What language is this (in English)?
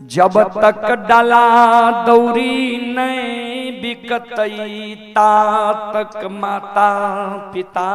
Maithili